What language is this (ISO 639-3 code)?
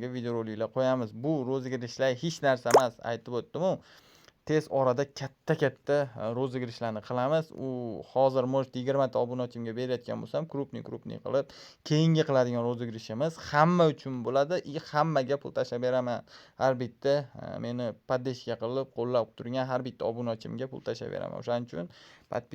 uzb